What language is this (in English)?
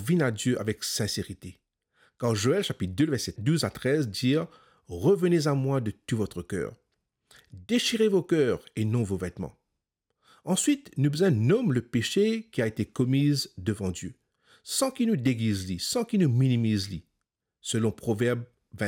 Morisyen